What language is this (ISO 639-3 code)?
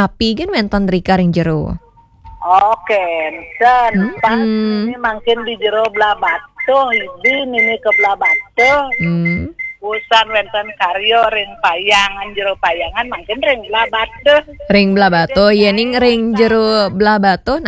ban